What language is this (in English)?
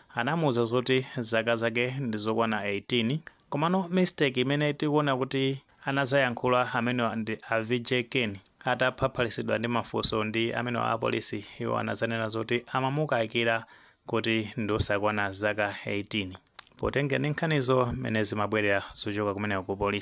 Nyanja